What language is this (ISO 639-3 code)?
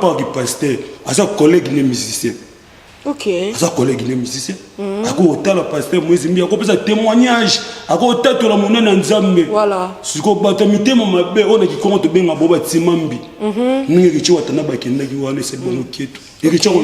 lin